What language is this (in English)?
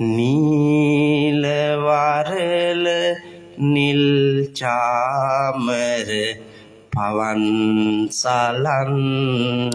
Sinhala